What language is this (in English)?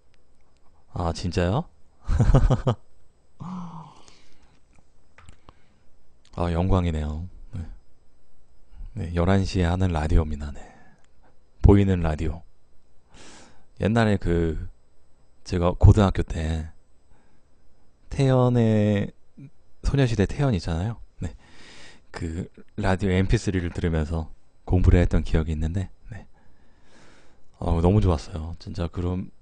Korean